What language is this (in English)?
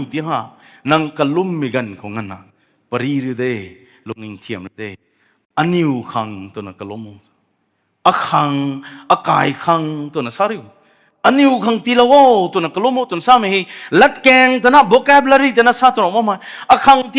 Rongmei Naga